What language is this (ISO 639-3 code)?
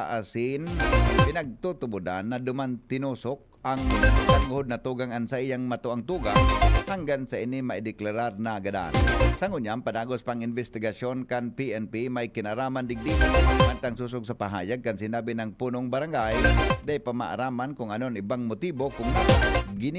bik